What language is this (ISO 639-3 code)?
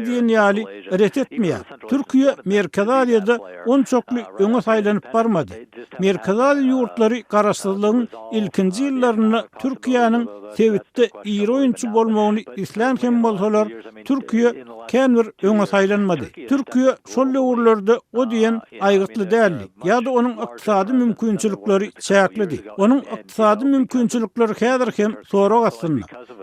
tuk